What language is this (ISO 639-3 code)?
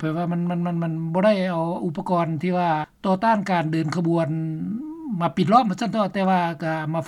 lao